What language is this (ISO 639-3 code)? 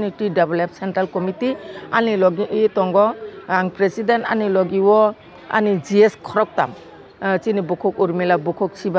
trp